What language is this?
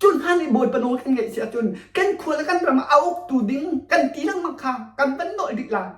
Hakha Chin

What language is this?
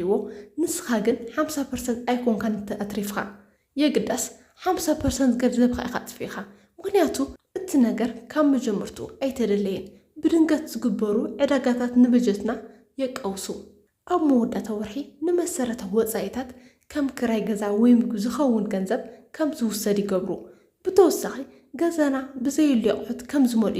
Tigrinya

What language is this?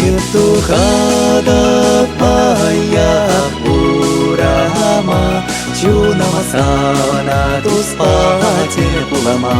Chuvash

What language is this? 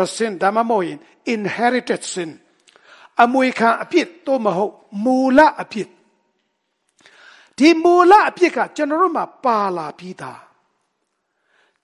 Burmese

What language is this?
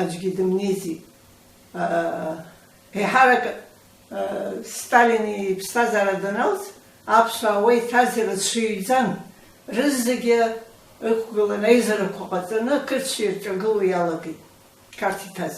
Abkhazian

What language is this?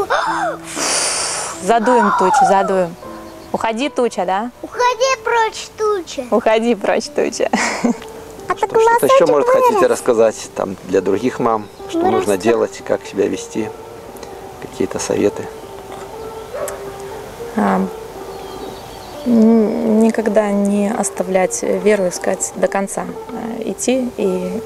Russian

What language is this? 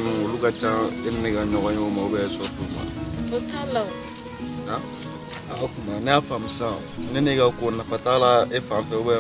Bambara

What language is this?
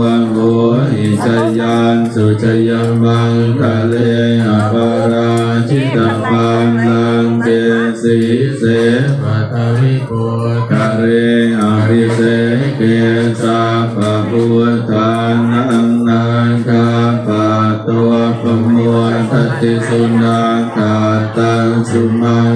Pali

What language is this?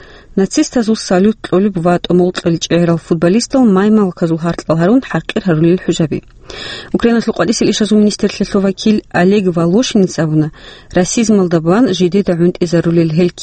Avaric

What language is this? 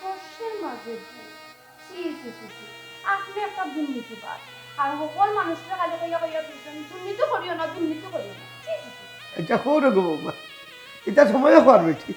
Sylheti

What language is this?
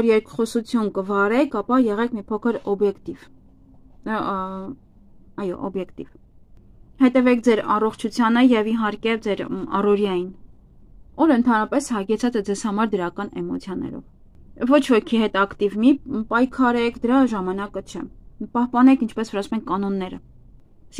Armenian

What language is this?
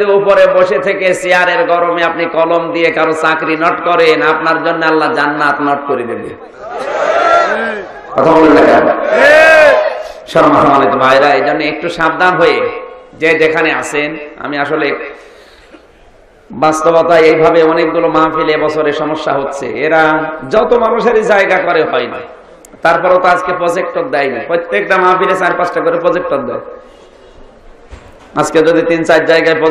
Bangla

